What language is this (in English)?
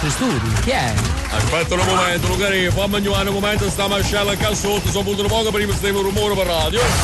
Neapolitan